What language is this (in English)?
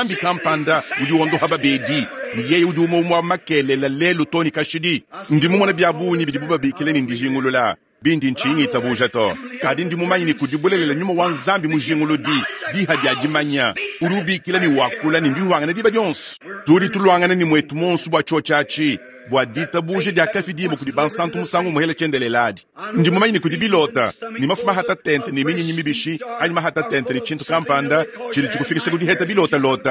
Luba-Lulua